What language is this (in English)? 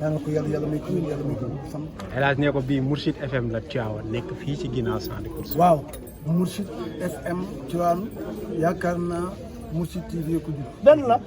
Wolof